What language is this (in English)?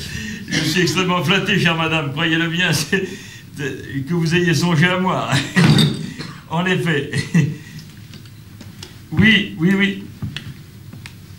French